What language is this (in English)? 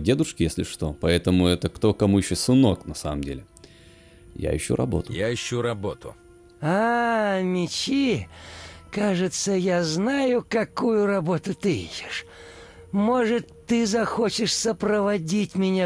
Russian